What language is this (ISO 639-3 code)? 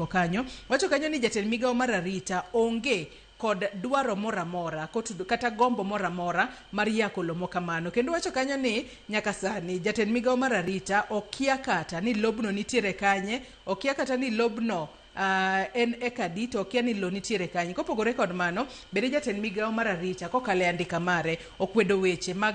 luo